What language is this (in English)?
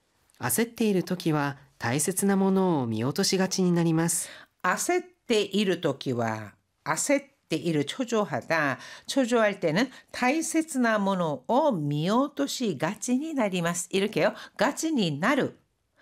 Japanese